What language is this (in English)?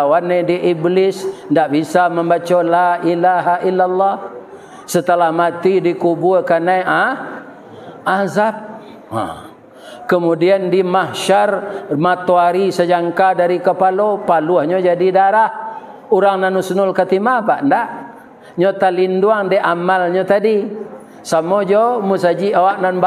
Minangkabau